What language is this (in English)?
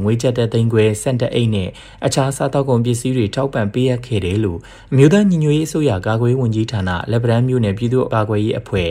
Burmese